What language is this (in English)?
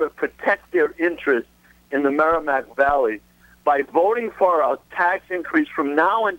English